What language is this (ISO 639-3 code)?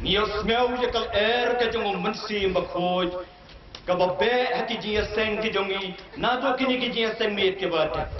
kha